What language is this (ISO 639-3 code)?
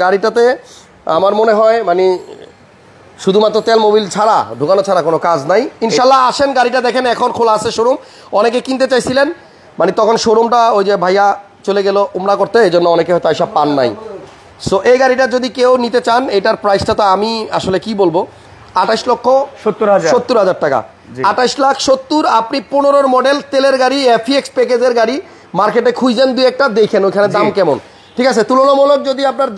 ben